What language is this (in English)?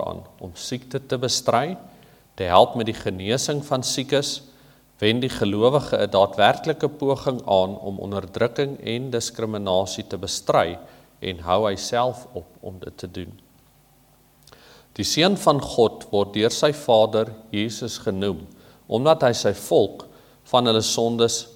Afrikaans